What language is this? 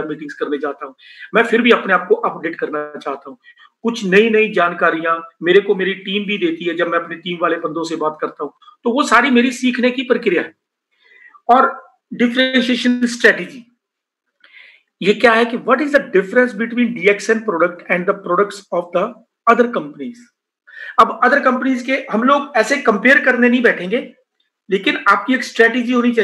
Hindi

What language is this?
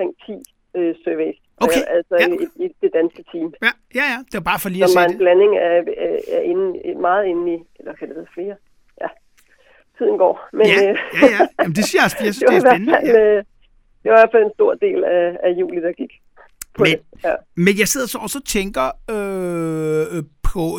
Danish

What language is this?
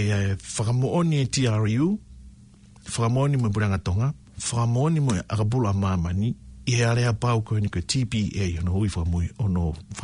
Tongan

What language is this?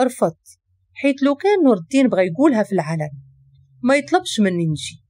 Moroccan Arabic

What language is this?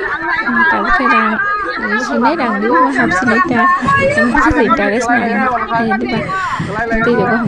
Kok Borok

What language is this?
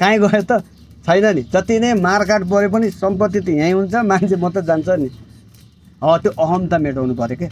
Nepali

